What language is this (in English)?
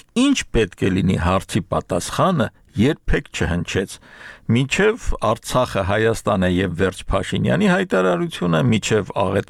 Armenian